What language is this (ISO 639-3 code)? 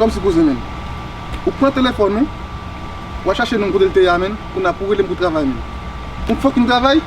hat